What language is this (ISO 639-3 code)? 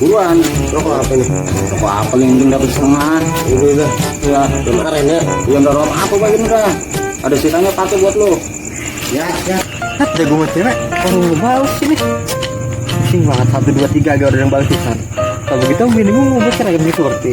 bew